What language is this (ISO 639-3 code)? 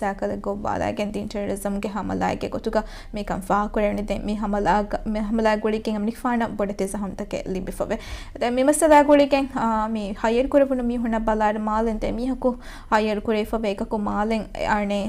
div